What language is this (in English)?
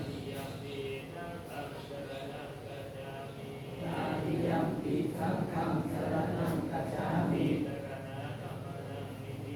Pali